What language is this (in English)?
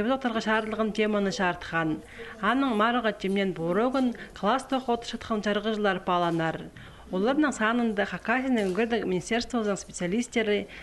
Khakas